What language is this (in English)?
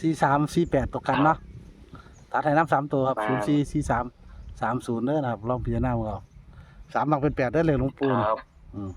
Northeastern Thai